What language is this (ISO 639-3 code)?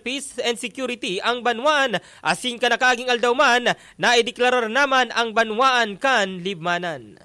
bik